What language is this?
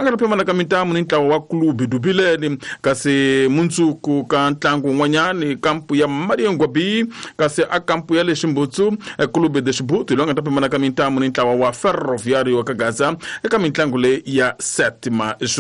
Tsonga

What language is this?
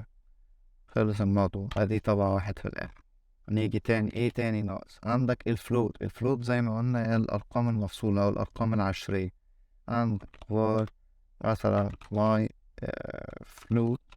Egyptian Arabic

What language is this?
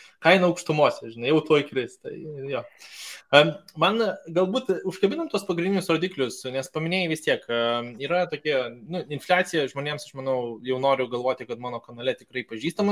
Lithuanian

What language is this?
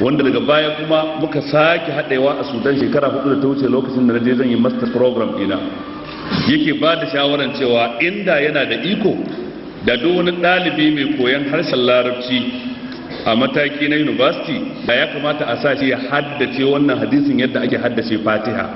Hausa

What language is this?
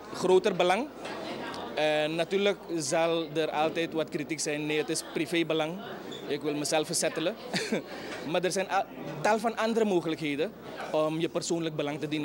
Dutch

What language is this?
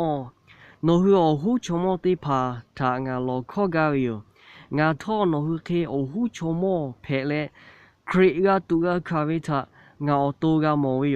Lahu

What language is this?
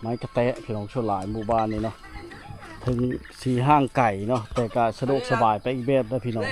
Lao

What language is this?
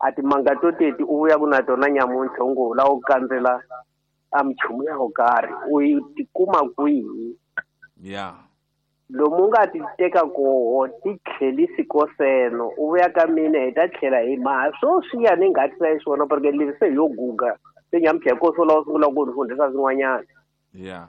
Tsonga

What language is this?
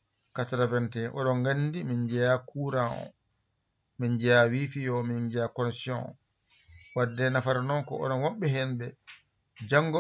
Fula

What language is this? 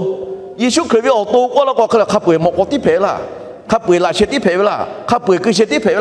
Lahu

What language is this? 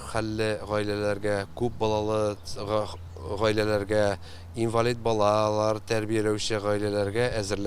Tatar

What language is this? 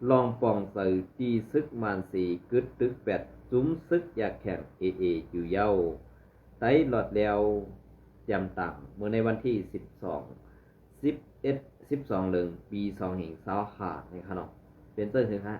Shan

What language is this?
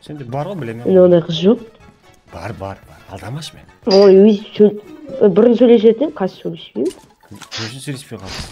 Kara-Kalpak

